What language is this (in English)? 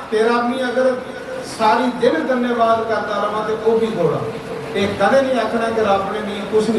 Dogri